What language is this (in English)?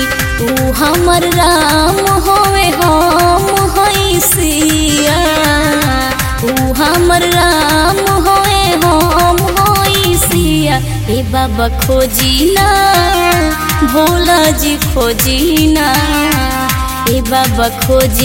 Bhojpuri